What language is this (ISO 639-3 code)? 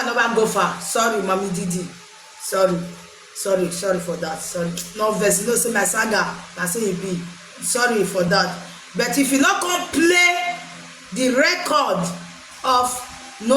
pcm